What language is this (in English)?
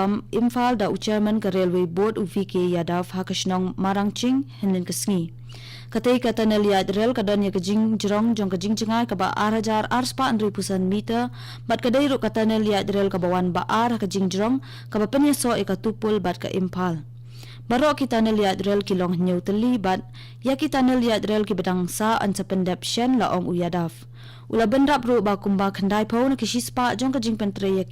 Khasi